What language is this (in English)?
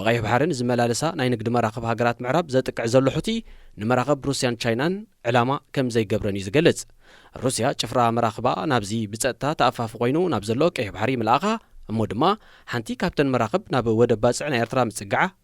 Tigrinya